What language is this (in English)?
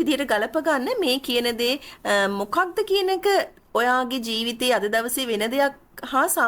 Sinhala